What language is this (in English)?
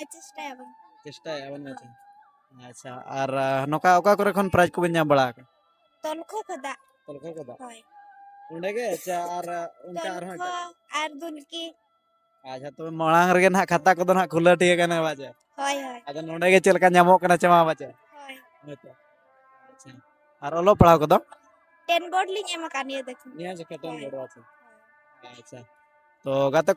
Santali